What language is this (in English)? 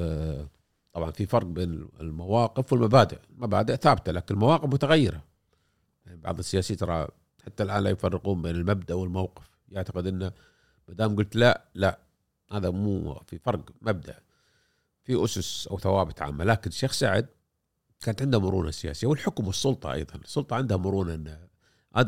Gulf Arabic